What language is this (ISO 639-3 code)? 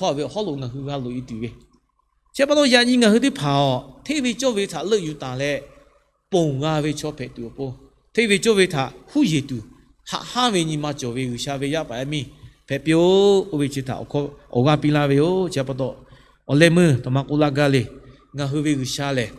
lhu